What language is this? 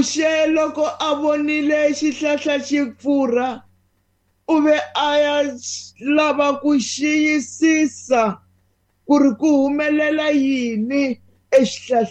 Tsonga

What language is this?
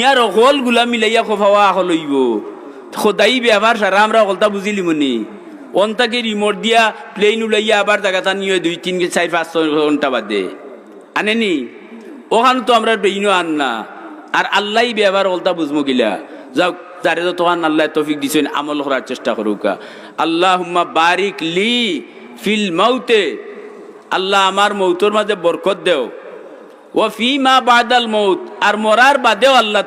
Sylheti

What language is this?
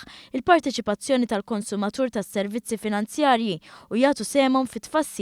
Maltese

